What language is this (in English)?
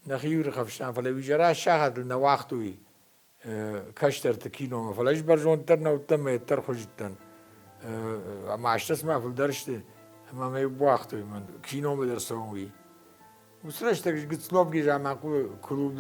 Ossetic